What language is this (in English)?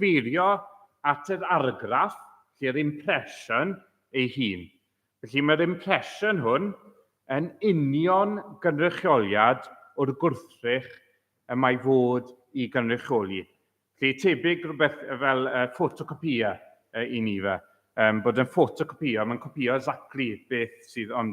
Welsh